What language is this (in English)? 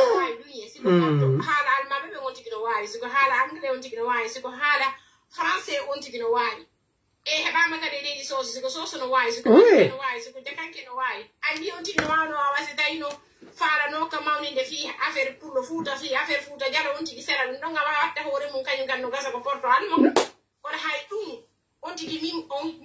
Pular